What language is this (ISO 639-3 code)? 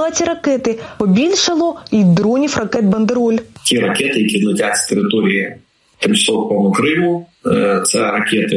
ukr